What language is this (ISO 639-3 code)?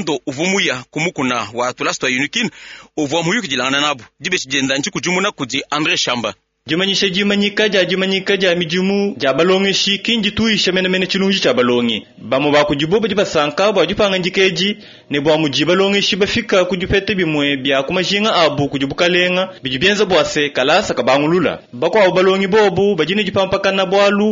lua